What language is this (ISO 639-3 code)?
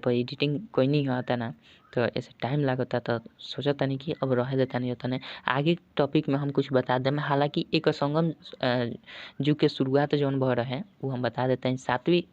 bho